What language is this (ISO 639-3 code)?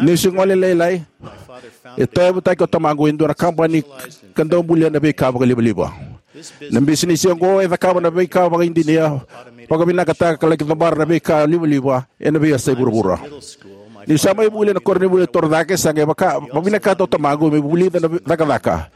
fij